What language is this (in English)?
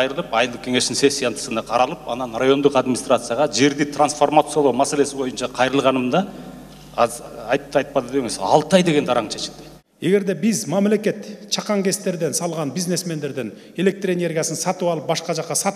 Kyrgyz